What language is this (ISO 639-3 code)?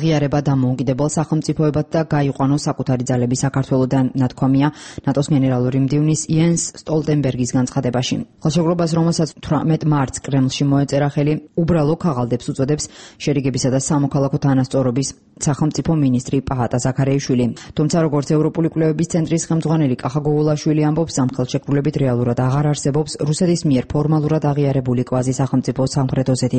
kat